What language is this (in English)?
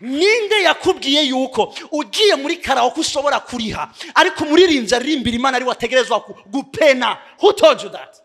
Rundi